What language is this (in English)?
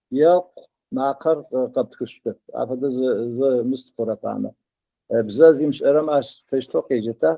Adyghe